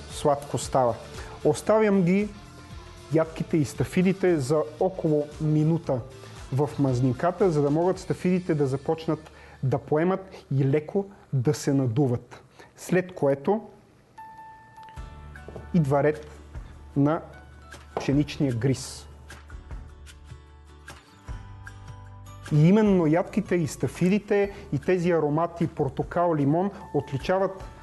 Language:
Bulgarian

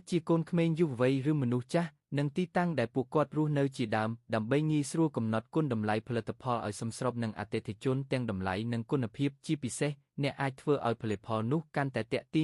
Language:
Khmer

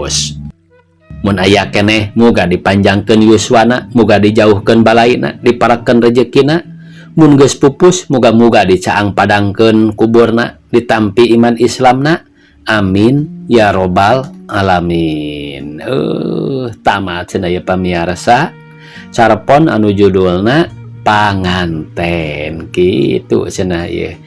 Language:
Sundanese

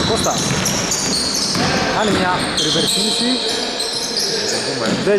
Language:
Greek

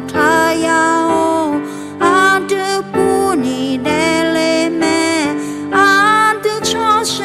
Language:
Akha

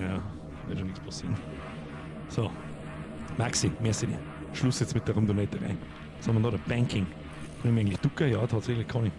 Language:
Bavarian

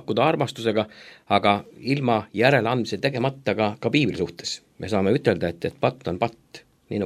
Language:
Estonian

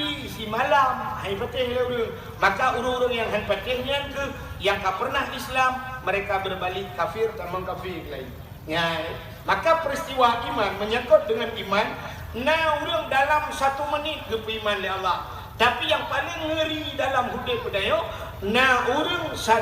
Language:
Achinese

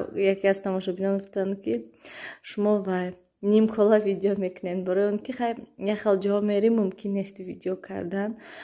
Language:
Tajik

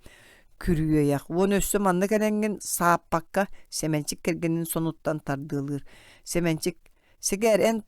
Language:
Yakut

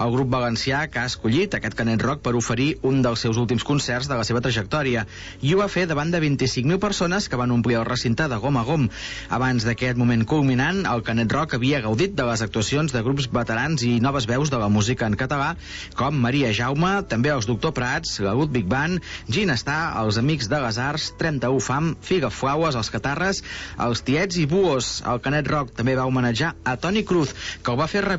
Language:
Catalan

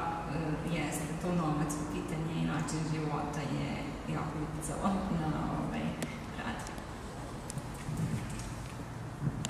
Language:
Serbian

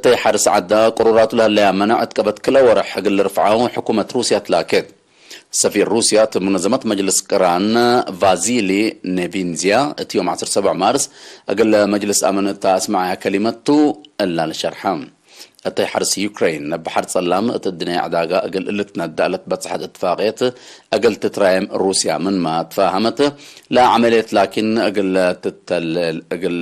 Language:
Tigre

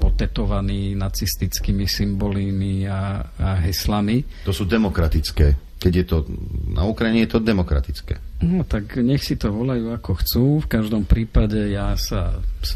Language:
Slovak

